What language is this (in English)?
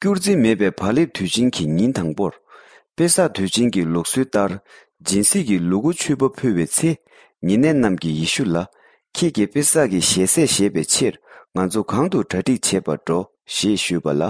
Tibetan